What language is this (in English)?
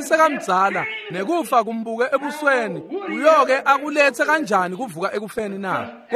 Swati